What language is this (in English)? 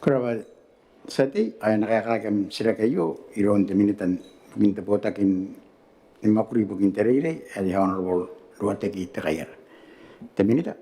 Gilbertese